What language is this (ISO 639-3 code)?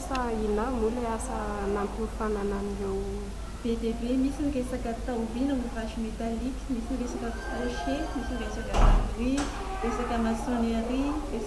mlg